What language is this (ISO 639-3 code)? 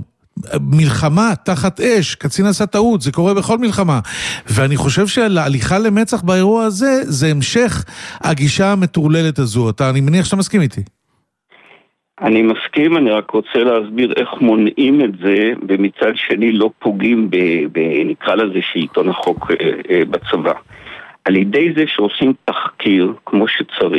heb